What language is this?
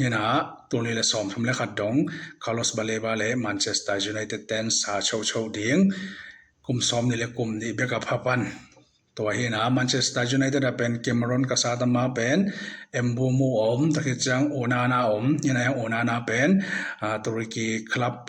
Tedim Chin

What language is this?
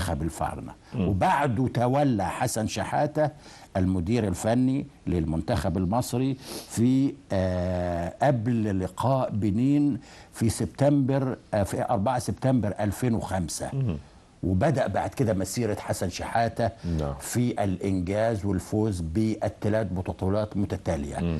Egyptian Arabic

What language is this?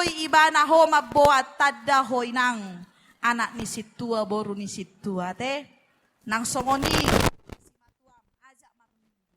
Batak Toba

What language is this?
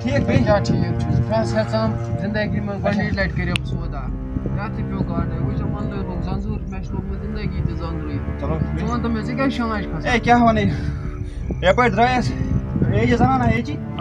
Kashmiri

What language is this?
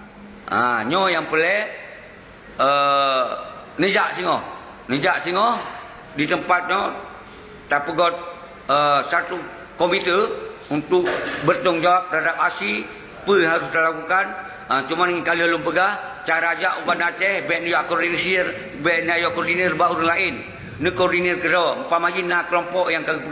Achinese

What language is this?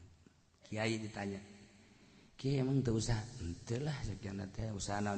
Sundanese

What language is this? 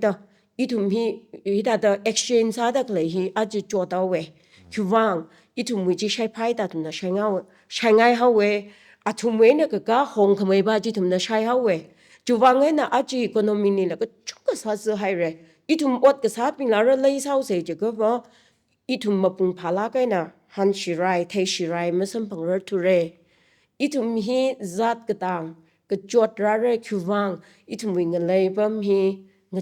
Tangkhul Naga (India)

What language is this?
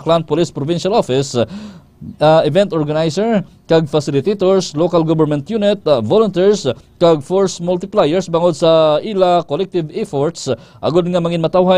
Hiligaynon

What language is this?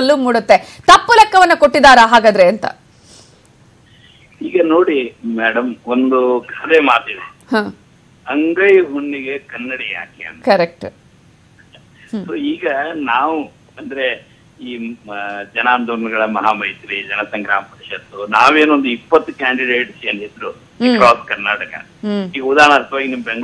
Kannada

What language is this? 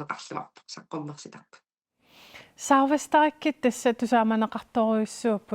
Kalaallisut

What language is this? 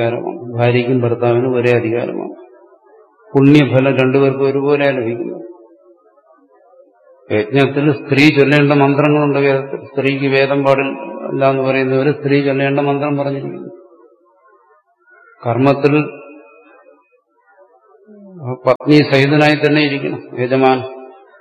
Malayalam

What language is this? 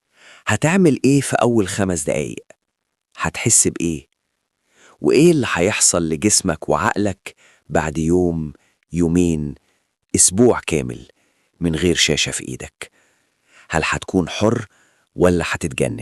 Egyptian Arabic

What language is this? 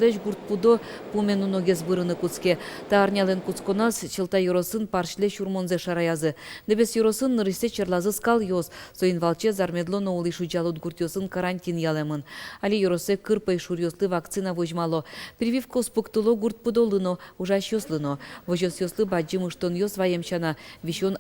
Udmurt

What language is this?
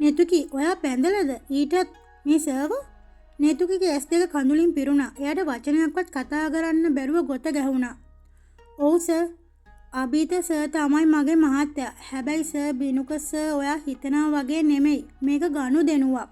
Sinhala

